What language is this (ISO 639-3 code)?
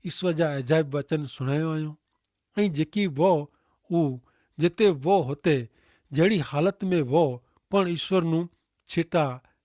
kfr